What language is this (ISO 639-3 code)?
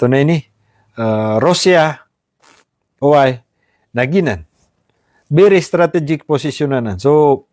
mrw